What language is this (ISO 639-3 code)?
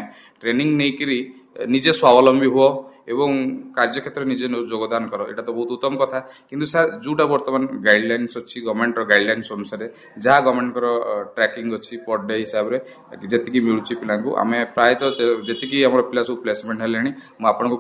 ori